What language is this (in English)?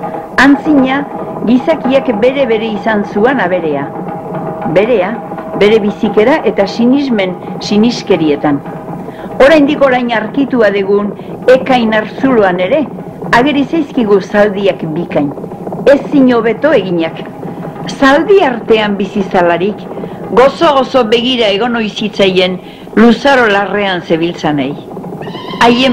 Basque